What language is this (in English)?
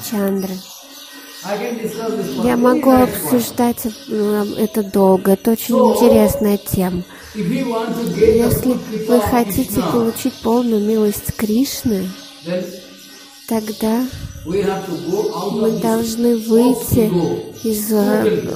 Russian